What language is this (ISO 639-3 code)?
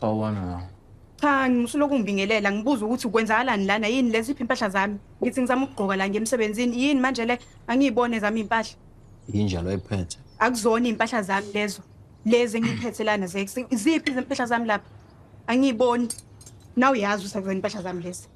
zul